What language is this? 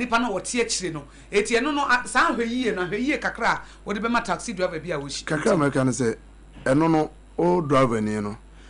Akan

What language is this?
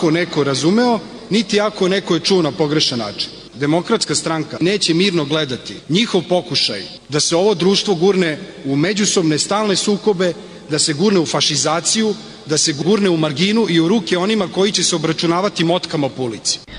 Serbian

